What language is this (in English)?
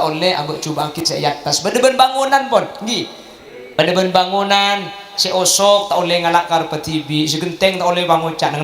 Madurese